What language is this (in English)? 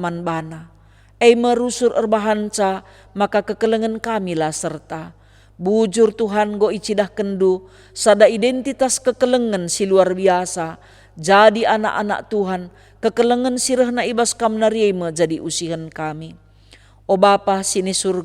Batak Karo